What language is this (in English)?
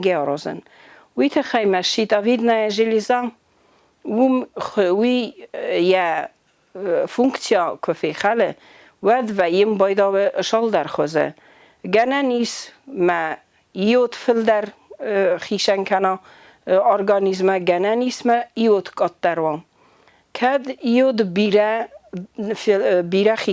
Ossetic